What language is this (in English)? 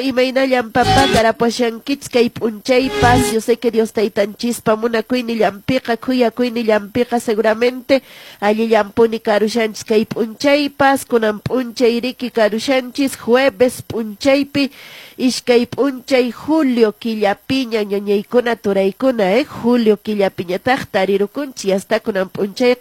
Quechua